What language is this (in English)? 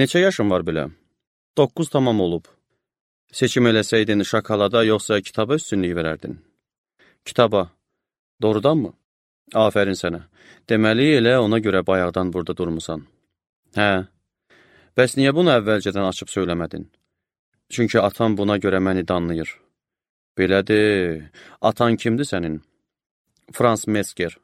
Azerbaijani